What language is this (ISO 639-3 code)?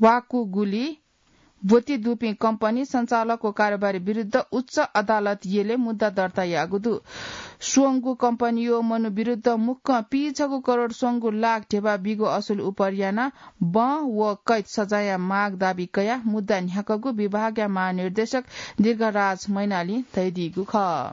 new